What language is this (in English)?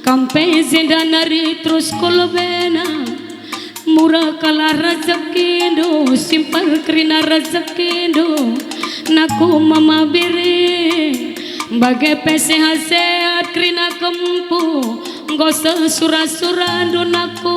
Batak Karo